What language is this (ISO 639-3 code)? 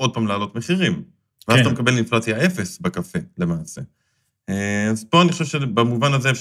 heb